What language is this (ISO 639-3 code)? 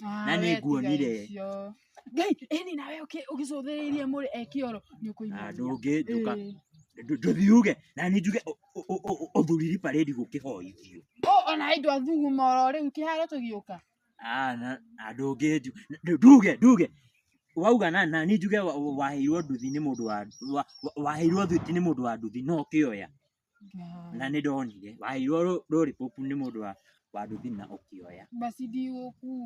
kik